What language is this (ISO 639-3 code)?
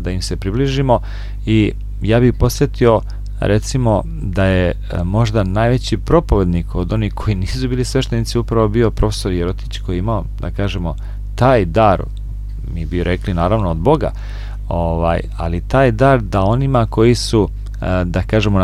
srp